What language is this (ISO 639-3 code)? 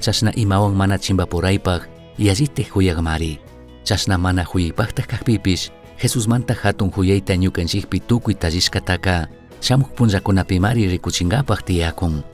qug